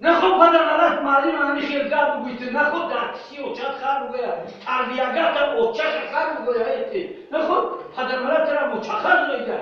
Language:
Tajik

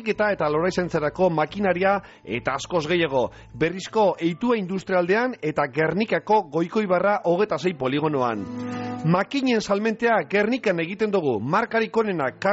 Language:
Basque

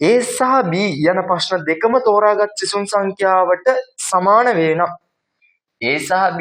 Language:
Sinhala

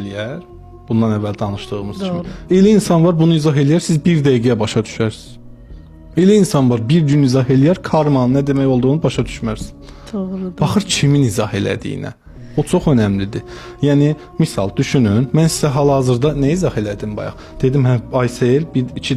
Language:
Azerbaijani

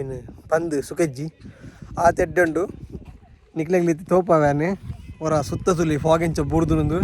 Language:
Tulu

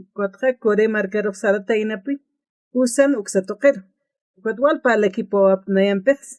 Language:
Aymara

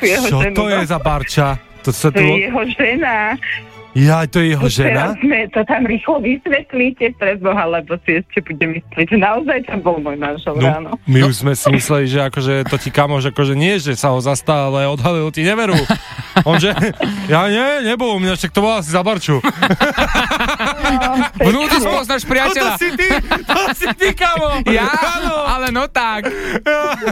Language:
Slovak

